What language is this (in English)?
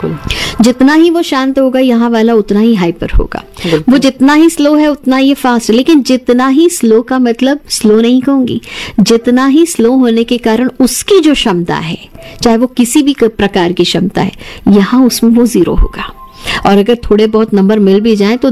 Hindi